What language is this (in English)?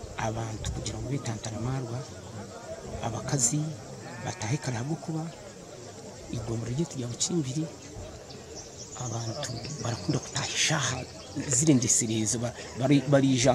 Kinyarwanda